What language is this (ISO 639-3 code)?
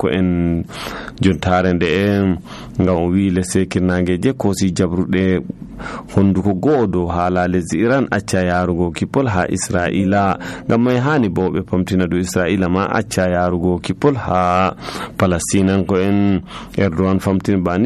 fuv